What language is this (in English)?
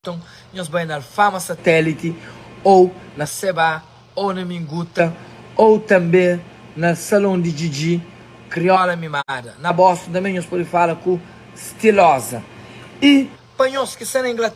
Kabuverdianu